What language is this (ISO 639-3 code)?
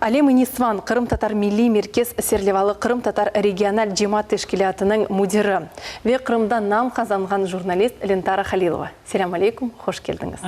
crh